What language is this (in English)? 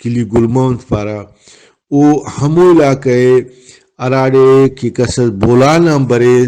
Brahui